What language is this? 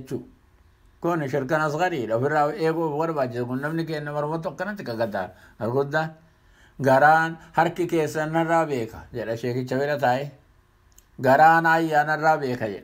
Oromo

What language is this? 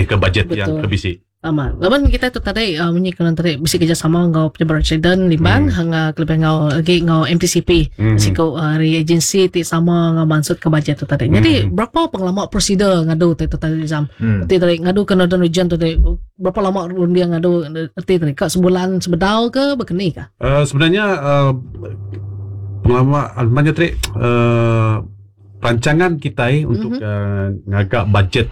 Iban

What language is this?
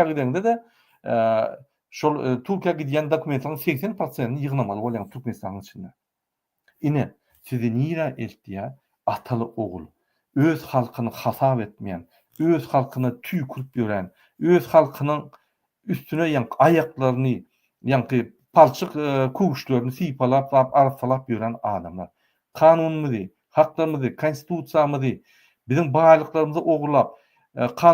Turkmen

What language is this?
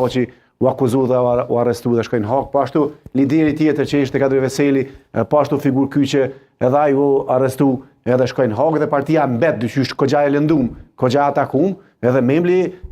Albanian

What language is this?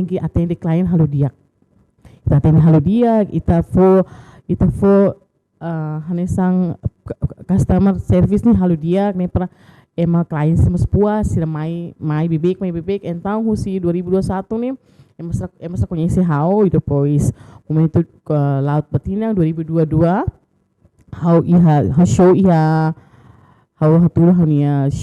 Tetum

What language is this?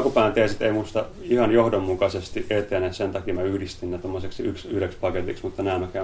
Finnish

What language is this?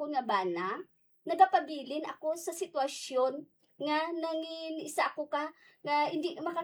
Hiligaynon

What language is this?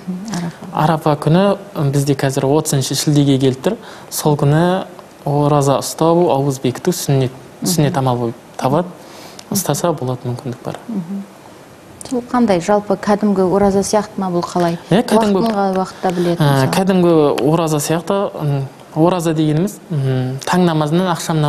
Kazakh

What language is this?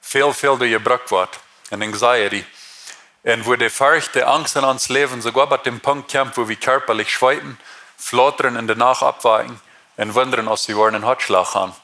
Plautdietsch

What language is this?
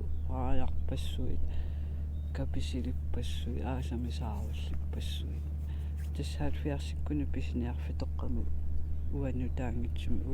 Kalaallisut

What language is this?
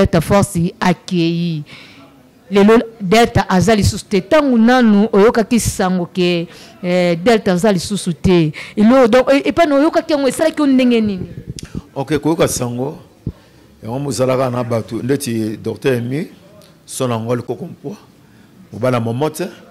Lingala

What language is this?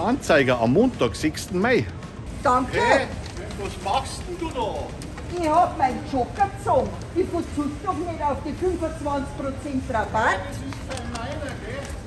Bavarian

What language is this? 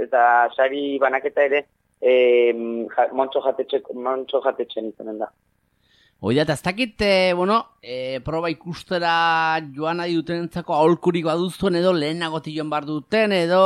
Basque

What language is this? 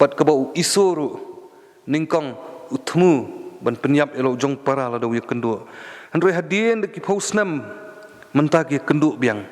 Khasi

